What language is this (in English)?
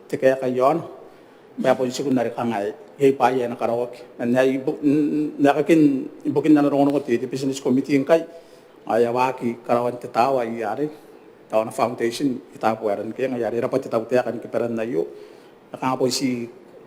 Gilbertese